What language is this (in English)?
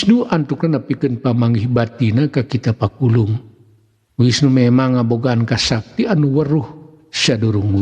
Sundanese